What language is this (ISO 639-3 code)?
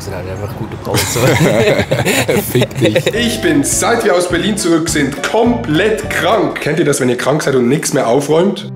gsw